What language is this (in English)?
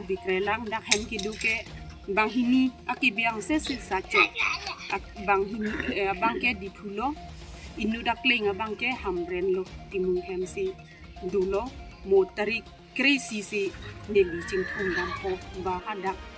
Karbi